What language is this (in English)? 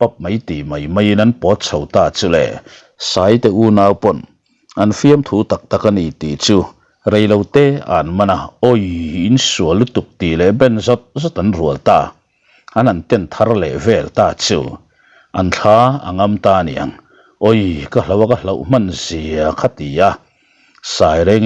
Mizo